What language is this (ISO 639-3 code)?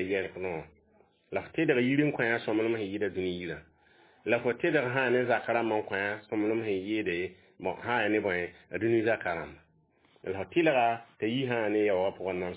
mos